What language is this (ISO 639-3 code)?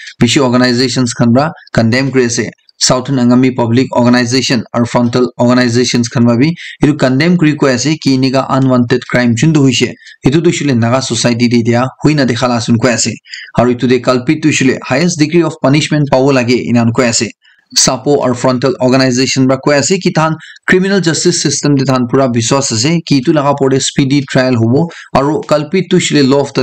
nag